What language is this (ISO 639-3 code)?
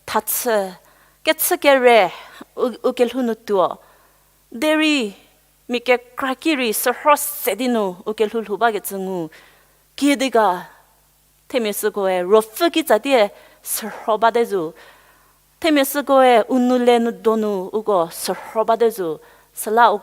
njm